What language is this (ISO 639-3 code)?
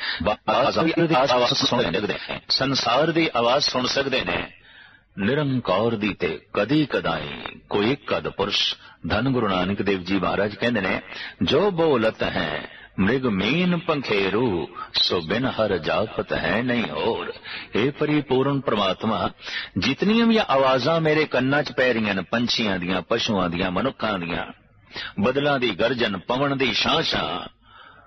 pan